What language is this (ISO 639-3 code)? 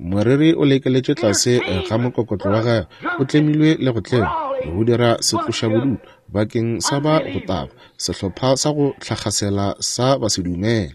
nso